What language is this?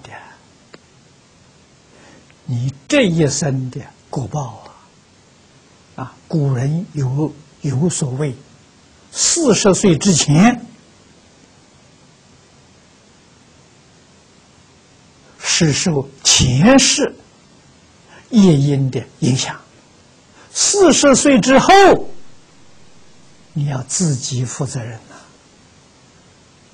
Chinese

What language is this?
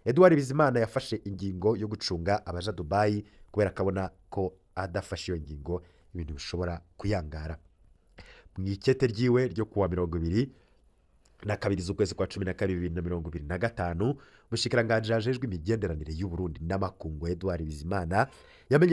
Rundi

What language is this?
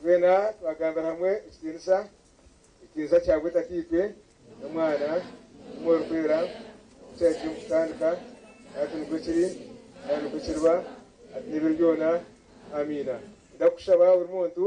Nyankole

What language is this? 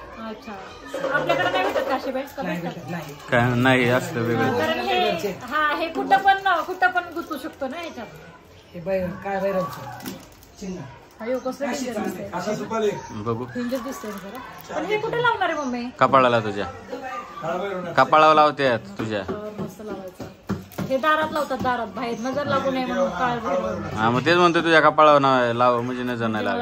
Marathi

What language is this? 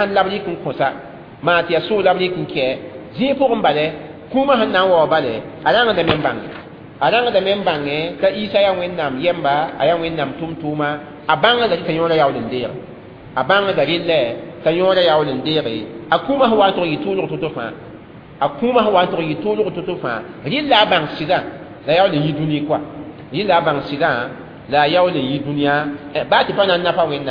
Mossi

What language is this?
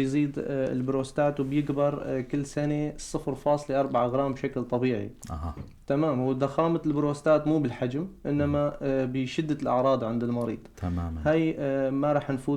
North Levantine Arabic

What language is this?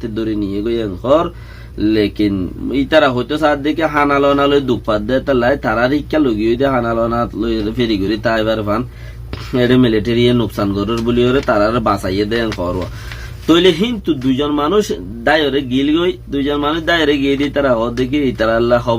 Rohingya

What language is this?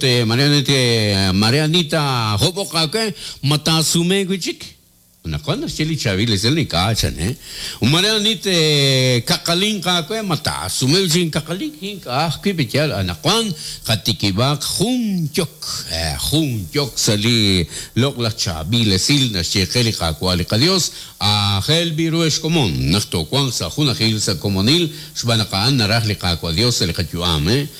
Kekchí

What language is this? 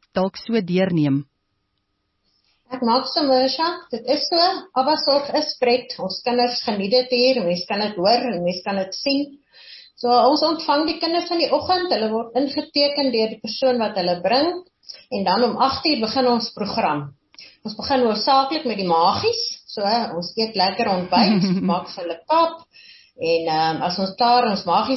Afrikaans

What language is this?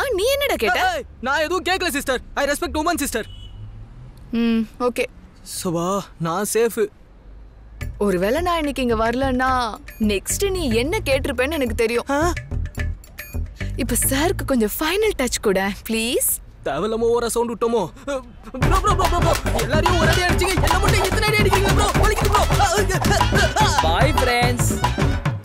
Tamil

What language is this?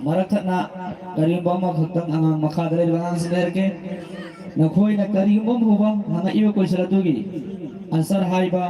Manipuri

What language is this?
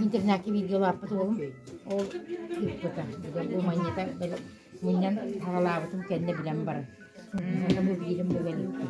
Yakut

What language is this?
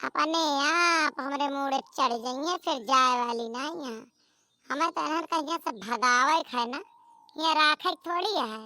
Awadhi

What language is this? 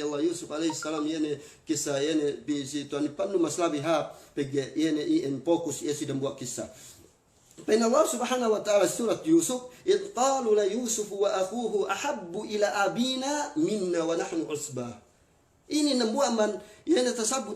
Yakan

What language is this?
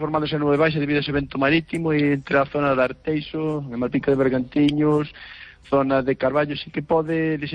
Galician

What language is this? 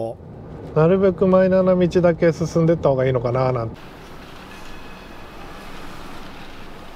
Japanese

